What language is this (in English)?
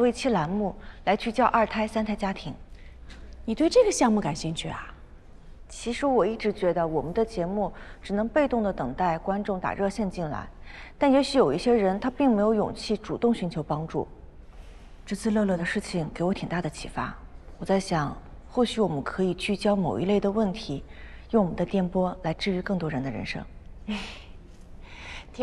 Chinese